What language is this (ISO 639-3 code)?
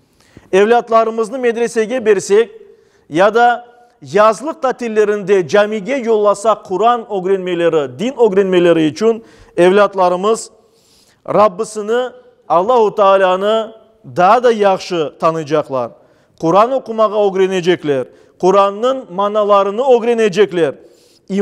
crh